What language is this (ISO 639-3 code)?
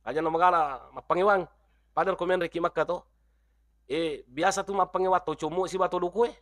bug